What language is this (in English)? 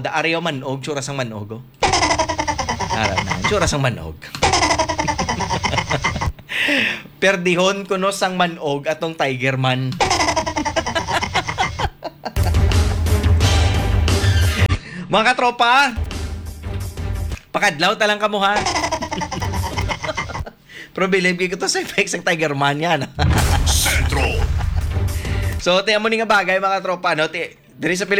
Hiligaynon